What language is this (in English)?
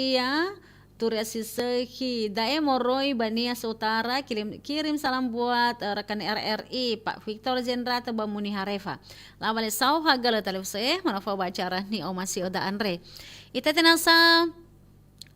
Nias